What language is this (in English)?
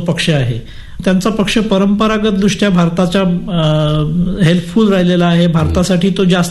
Marathi